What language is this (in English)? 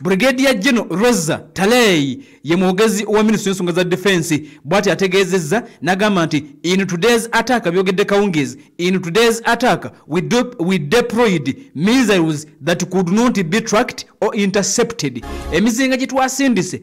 Ganda